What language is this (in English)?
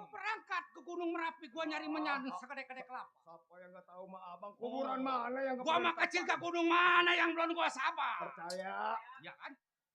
Betawi